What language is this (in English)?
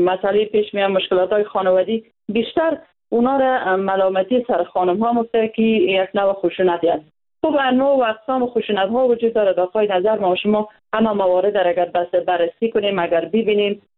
Persian